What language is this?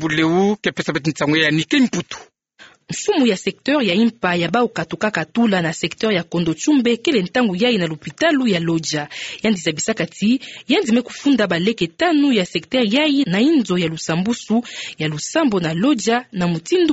Kituba (Democratic Republic of Congo)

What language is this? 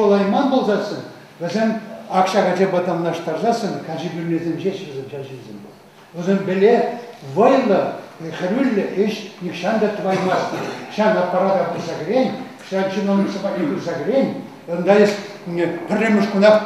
Chuvash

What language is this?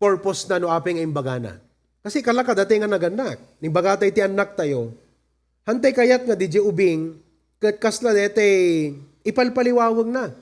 Iloko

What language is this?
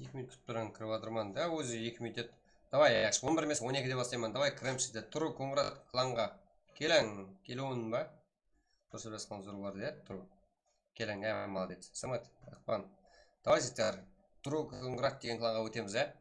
Kara-Kalpak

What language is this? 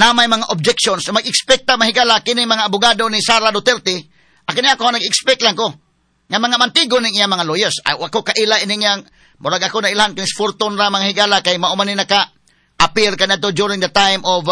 Cebuano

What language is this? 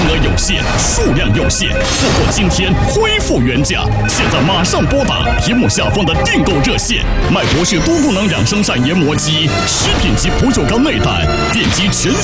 Chinese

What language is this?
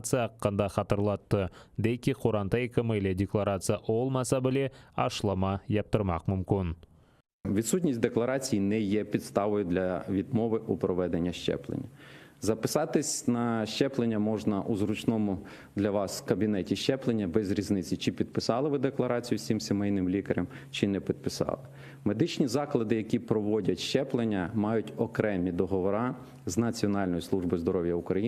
Crimean Tatar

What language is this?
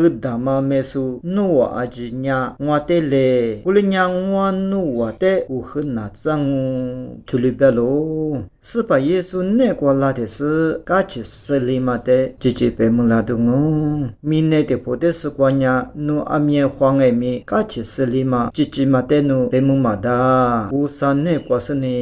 Lisu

